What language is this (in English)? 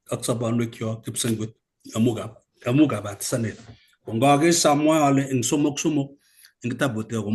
Kalenjin